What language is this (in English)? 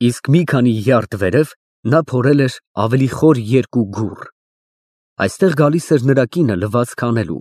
Armenian